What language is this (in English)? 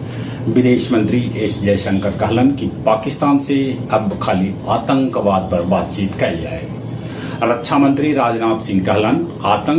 Magahi